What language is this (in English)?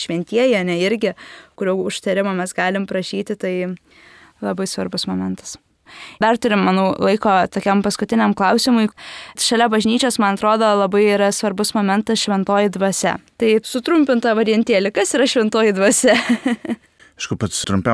Lithuanian